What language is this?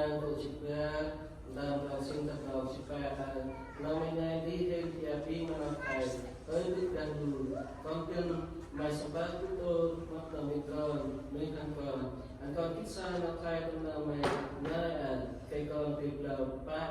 Central Mnong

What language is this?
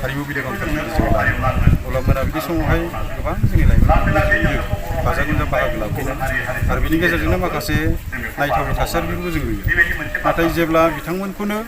Bodo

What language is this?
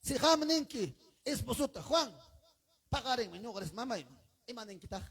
Ayacucho Quechua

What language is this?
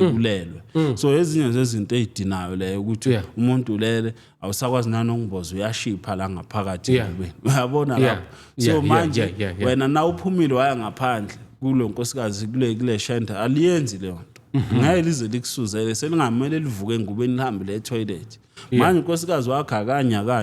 Zulu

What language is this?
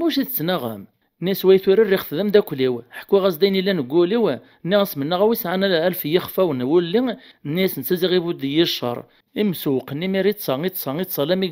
Kabyle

